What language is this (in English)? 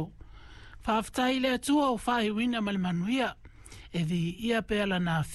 Samoan